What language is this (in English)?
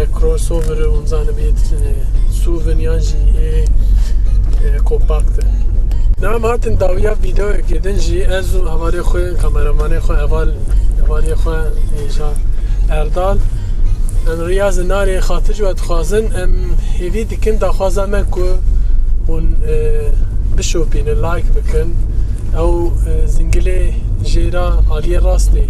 Kurdish